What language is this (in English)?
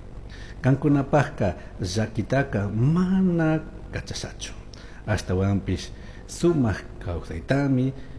Chimborazo Highland Quichua